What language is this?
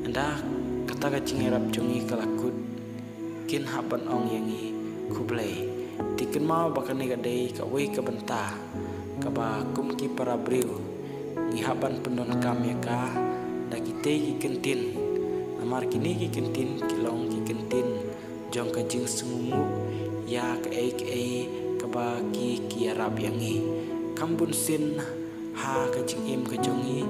Khasi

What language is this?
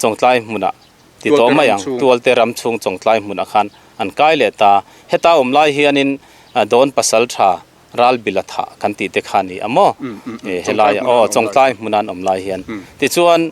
Mizo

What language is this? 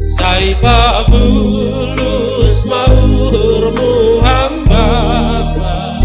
Batak Simalungun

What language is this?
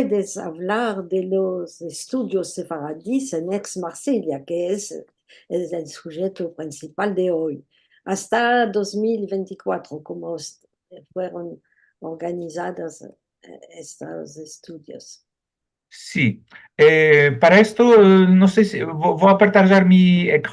Ladino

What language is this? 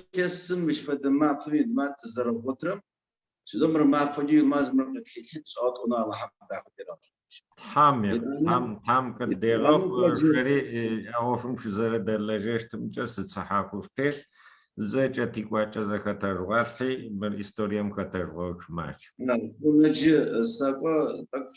Adyghe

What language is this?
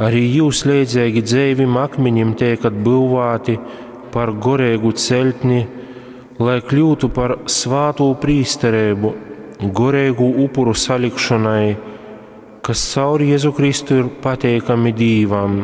Latgalian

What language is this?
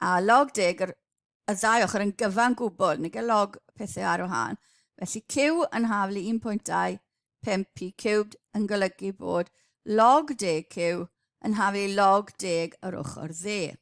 Welsh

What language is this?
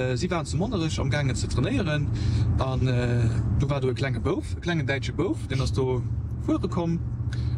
Luxembourgish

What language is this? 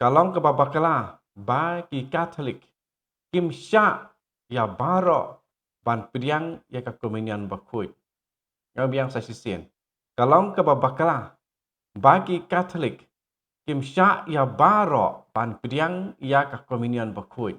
Khasi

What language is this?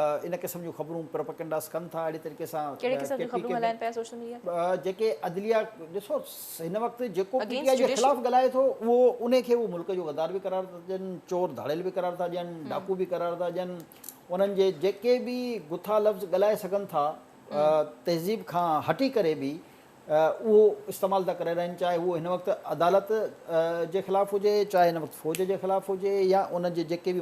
Sindhi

